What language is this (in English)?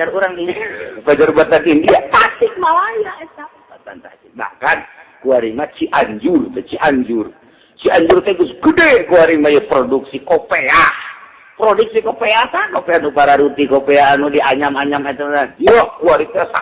Sundanese